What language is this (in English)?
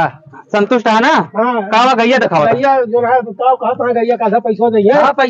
Awadhi